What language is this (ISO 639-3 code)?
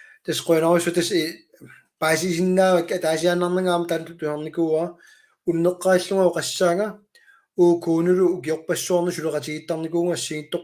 kal